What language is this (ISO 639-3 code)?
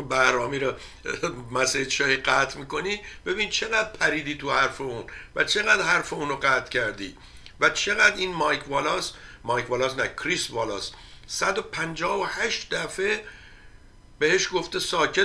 fas